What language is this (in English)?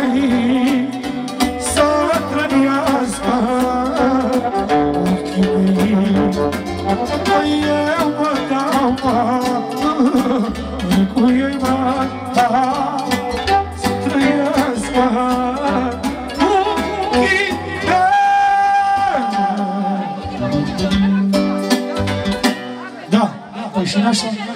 Romanian